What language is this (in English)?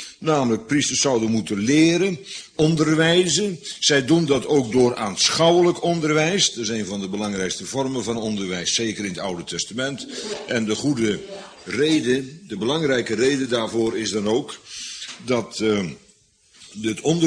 Dutch